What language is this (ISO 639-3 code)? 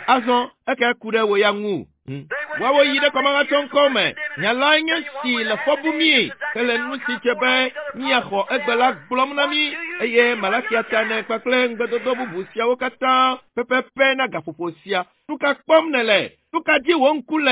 ewe